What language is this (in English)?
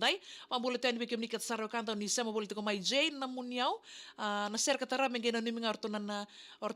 Fijian